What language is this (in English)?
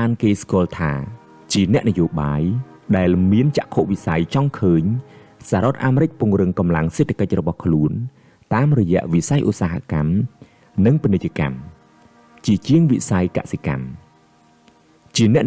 Khmer